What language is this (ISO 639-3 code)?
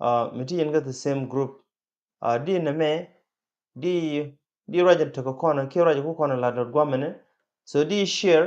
nus